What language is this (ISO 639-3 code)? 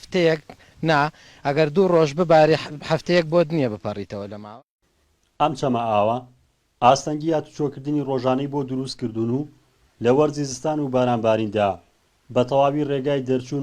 ckb